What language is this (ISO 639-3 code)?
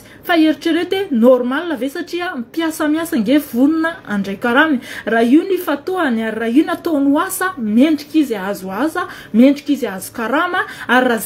mlg